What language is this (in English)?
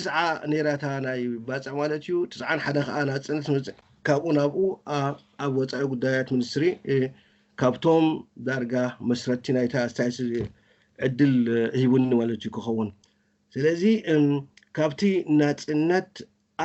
Tigrinya